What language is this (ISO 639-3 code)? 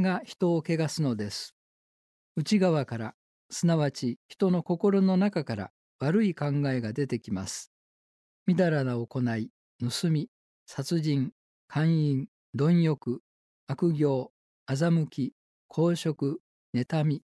jpn